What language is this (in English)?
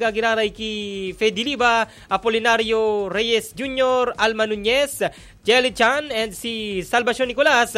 Bikol